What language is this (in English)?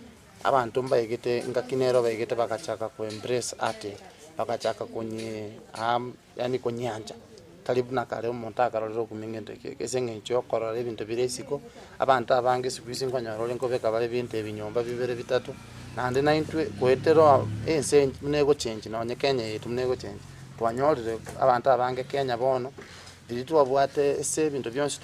Gusii